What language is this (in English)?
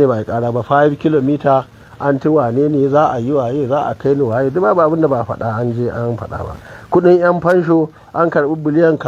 Hausa